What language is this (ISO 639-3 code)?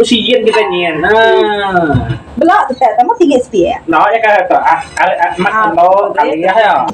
iba